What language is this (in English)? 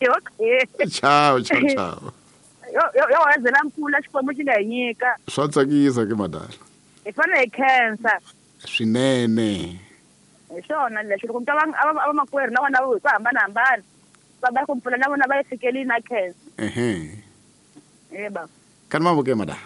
Tsonga